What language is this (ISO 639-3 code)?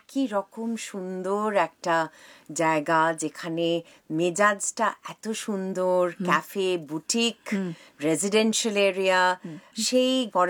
ben